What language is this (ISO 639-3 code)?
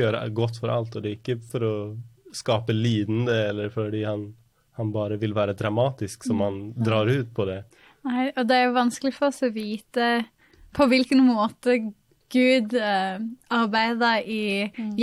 nor